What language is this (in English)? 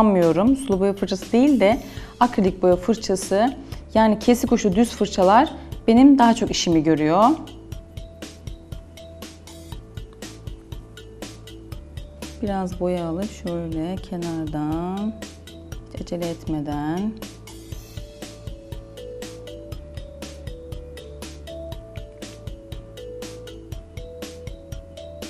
Turkish